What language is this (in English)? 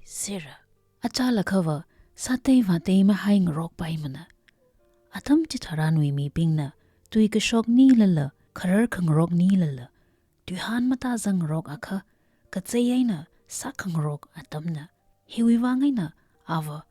Tangkhul Naga (India)